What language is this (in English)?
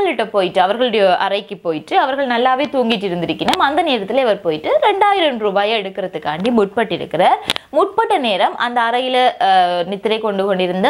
Tamil